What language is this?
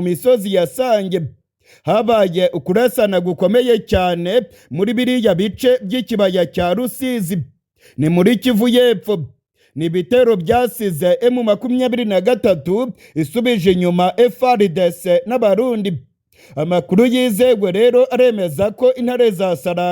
Kinyarwanda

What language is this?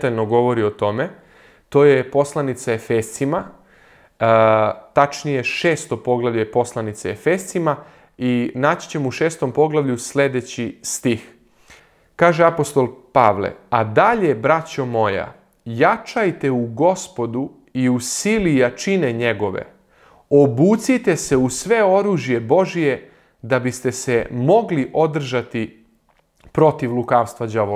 Serbian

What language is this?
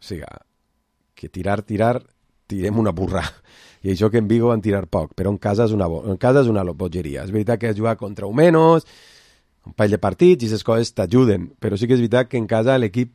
Catalan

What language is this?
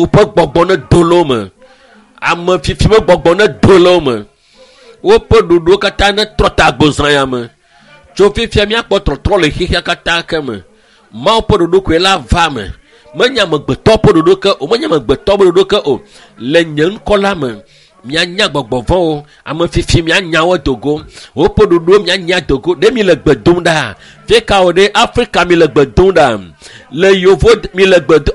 Ewe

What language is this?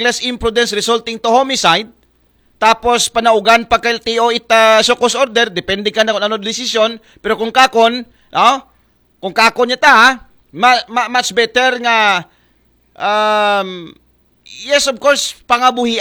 Aklanon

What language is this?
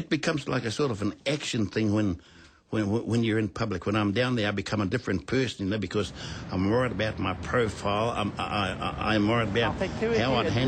Māori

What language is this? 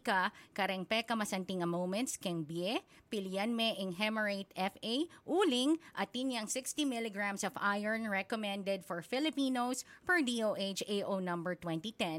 Pampanga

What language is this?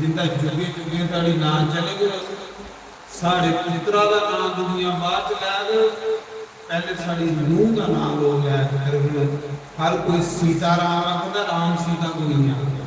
Dogri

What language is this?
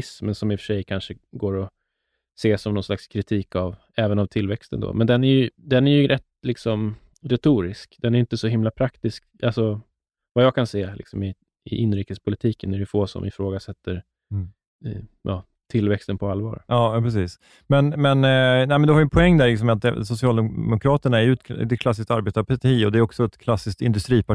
Swedish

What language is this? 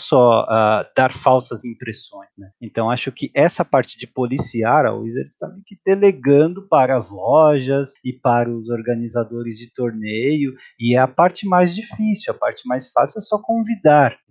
Portuguese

